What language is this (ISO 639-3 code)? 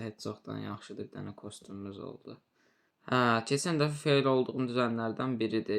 aze